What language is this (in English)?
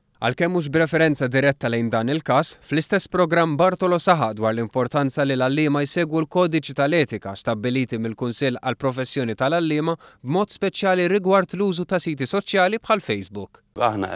Maltese